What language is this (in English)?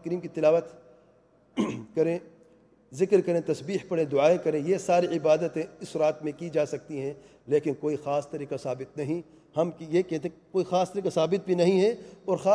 Urdu